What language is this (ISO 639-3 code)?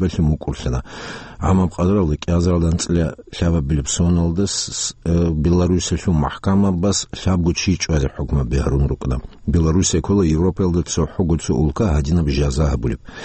ava